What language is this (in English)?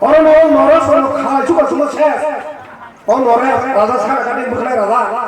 Kok Borok